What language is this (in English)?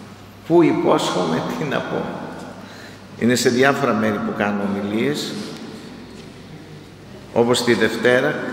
Greek